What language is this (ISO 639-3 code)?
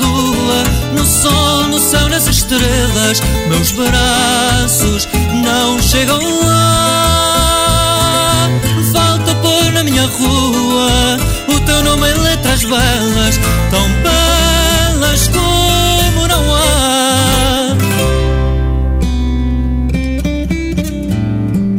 por